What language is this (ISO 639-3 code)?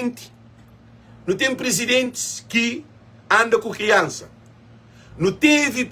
kea